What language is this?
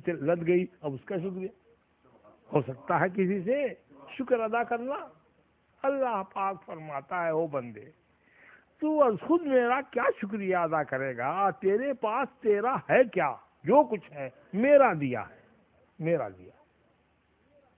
Urdu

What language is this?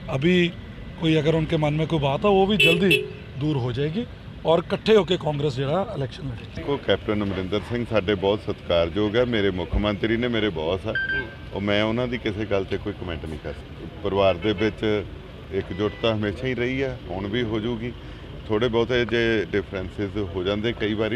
Punjabi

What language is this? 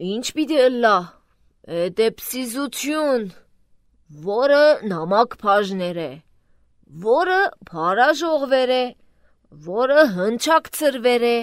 Armenian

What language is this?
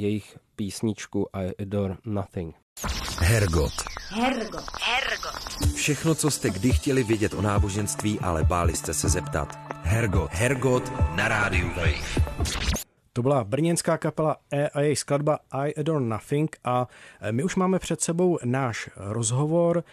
Czech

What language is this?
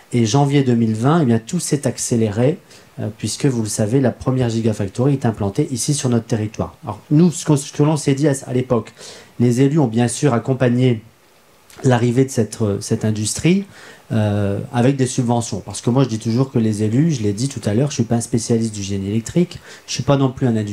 French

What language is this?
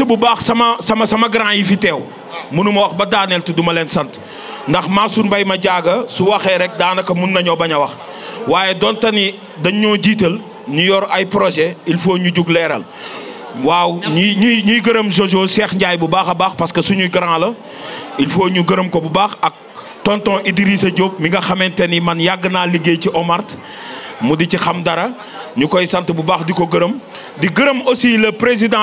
Wolof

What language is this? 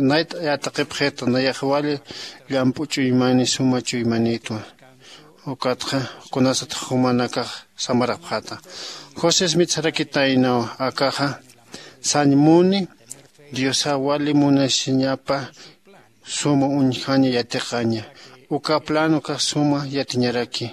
Aymara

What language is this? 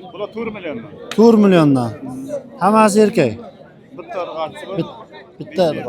Uzbek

